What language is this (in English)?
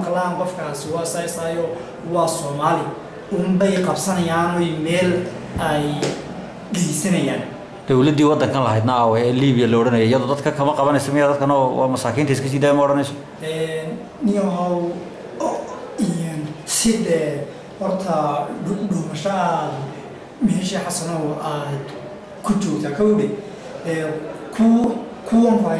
Somali